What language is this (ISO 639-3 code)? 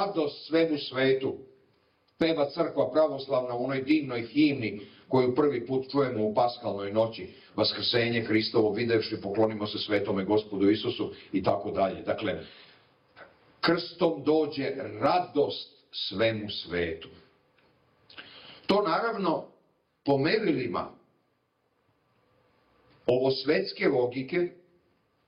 srp